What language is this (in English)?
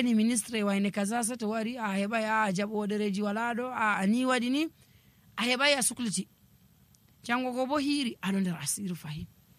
Nigerian Fulfulde